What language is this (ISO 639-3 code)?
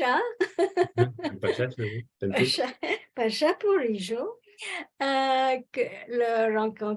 lad